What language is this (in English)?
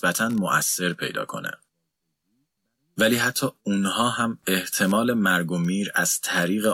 Persian